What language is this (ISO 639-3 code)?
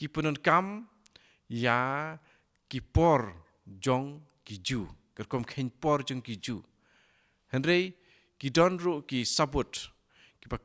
kha